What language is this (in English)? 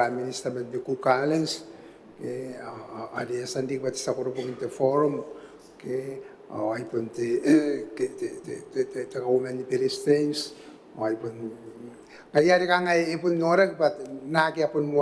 Gilbertese